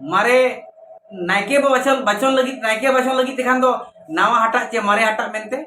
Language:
Santali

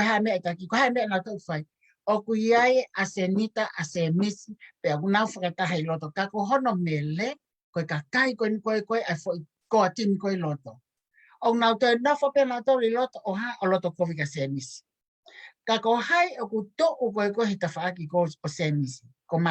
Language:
Tongan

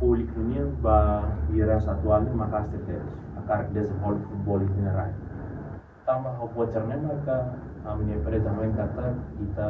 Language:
Tetum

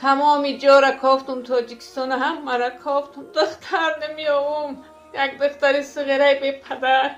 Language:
Tajik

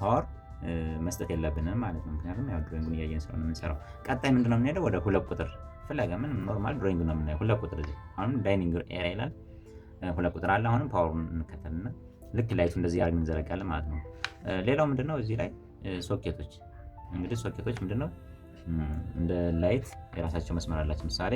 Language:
Amharic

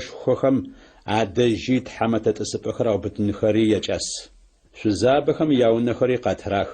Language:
Adyghe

